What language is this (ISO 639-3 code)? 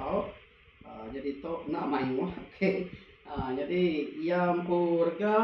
iba